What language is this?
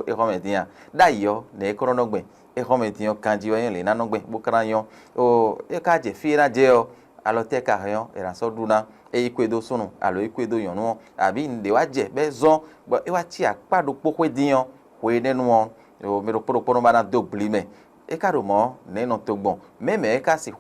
Fon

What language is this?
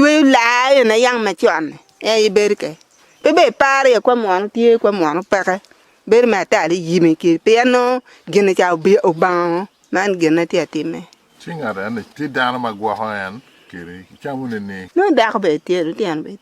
Acoli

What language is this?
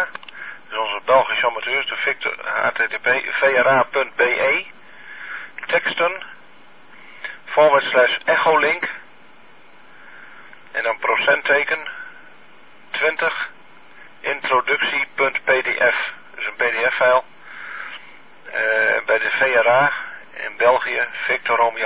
Dutch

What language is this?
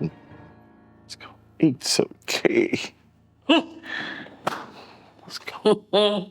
Nigerian Pidgin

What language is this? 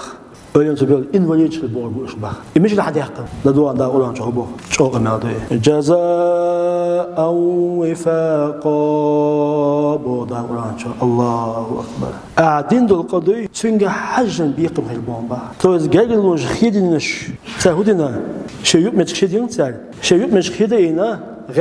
Chechen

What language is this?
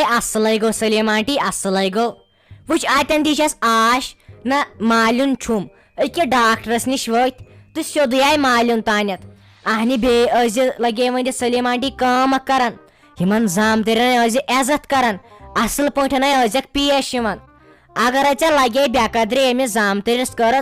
Kashmiri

